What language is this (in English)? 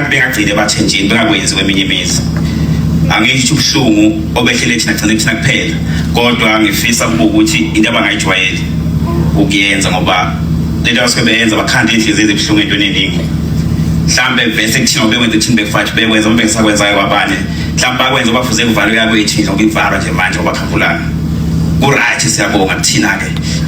Zulu